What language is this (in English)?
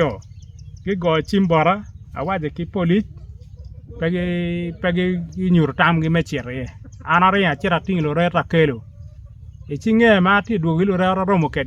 Acoli